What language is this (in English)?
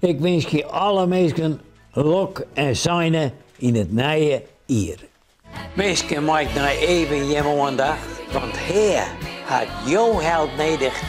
Western Frisian